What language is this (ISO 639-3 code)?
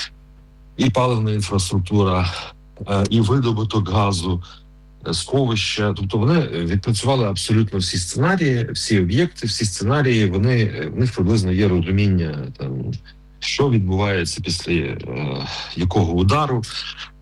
ukr